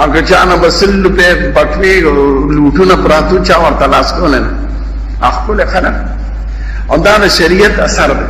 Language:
Pashto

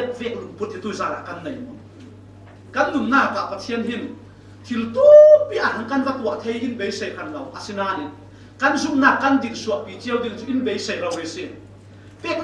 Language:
Falam Chin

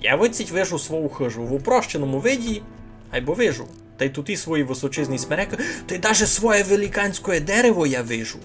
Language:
Rusyn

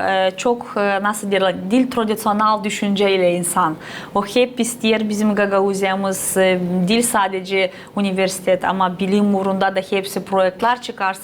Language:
Gagauz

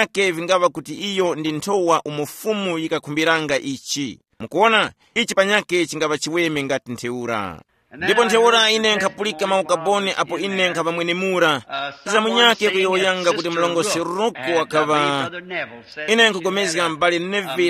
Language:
Tumbuka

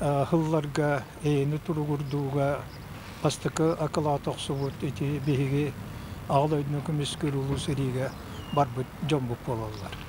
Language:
Yakut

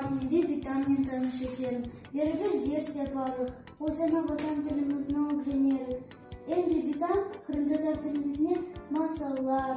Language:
Crimean Tatar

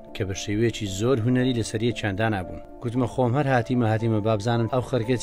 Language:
Central Kurdish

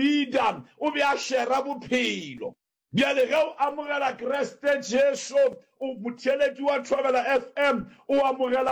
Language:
Northern Sotho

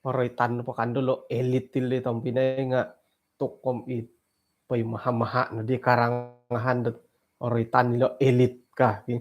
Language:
Central Dusun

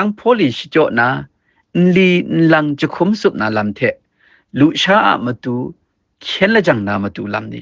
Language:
Kachin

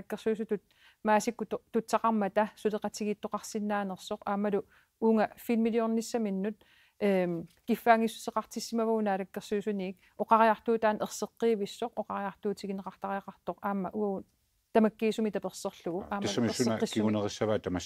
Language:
Kalaallisut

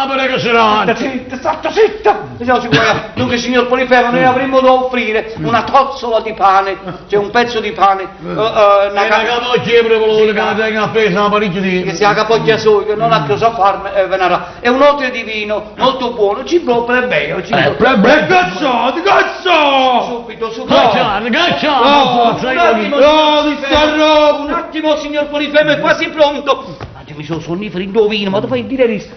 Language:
Neapolitan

